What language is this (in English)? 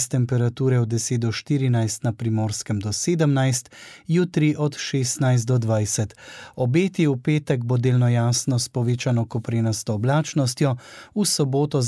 Slovenian